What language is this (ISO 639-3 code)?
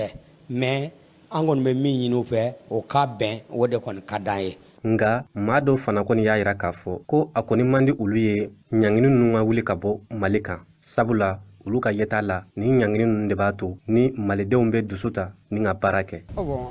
bam